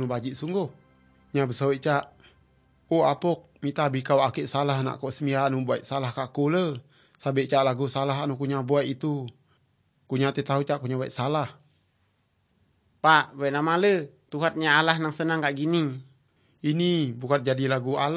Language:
Malay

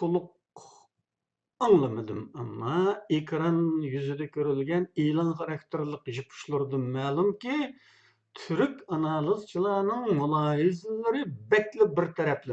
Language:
Uyghur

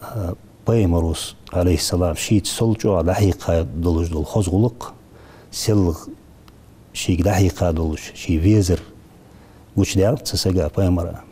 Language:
Ingush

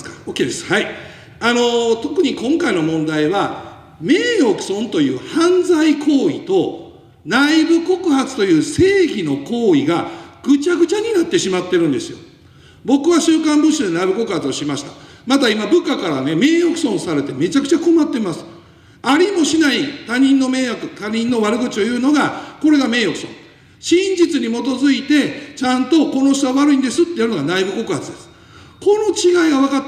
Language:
Japanese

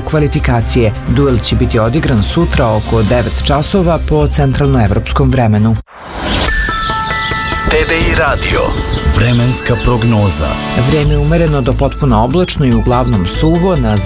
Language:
Serbian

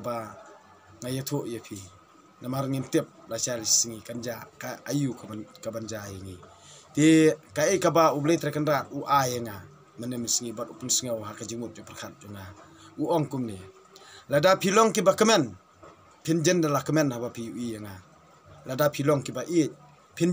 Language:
Khasi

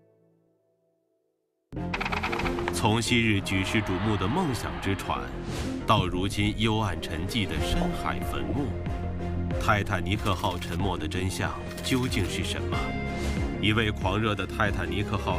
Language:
Chinese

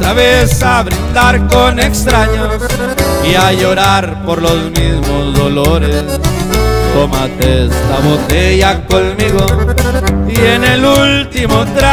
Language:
Spanish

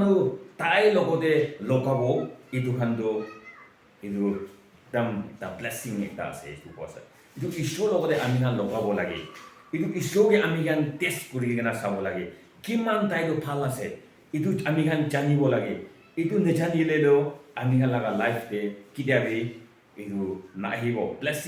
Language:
Naga Pidgin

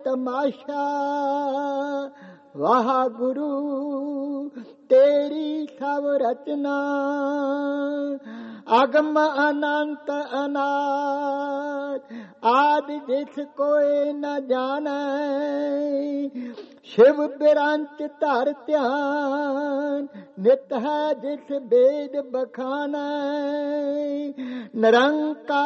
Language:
Punjabi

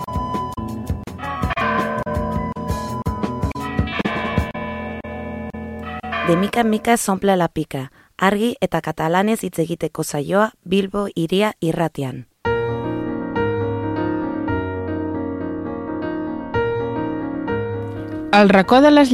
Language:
Catalan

